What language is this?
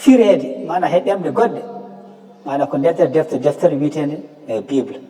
Fula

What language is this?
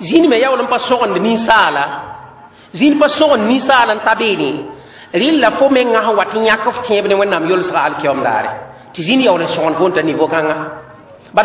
Mossi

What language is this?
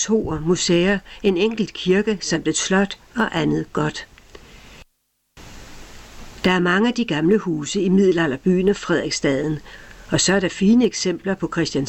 Danish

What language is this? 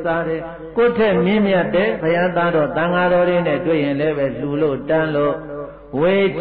Burmese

